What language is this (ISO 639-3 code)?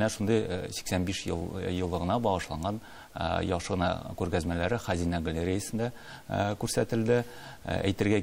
tat